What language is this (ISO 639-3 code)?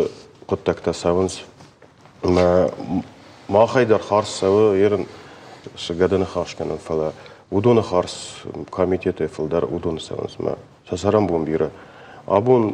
oss